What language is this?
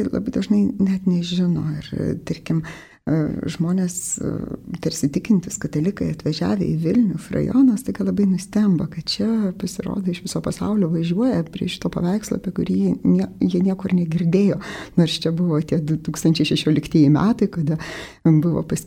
Lithuanian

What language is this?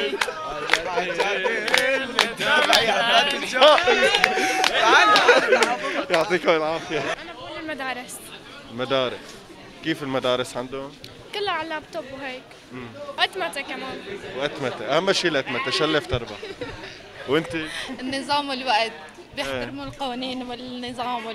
North Levantine Arabic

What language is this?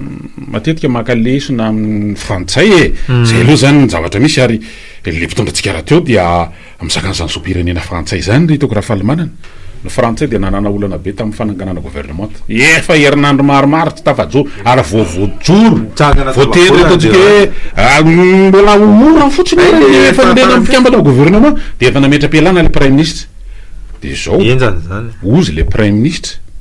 Malagasy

